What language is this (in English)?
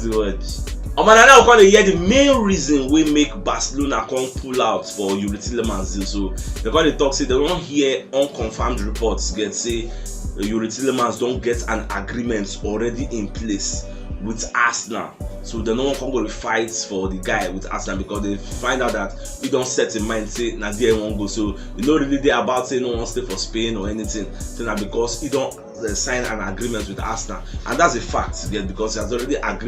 Nigerian Pidgin